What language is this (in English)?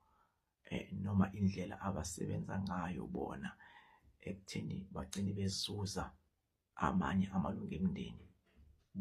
Zulu